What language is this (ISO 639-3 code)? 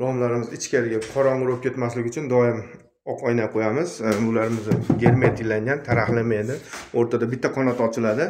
uzb